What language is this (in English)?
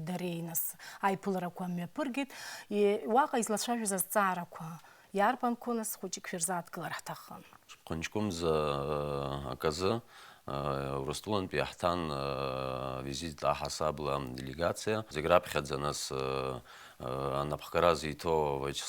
Abkhazian